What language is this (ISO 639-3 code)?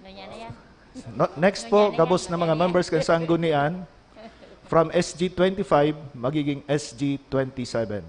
bik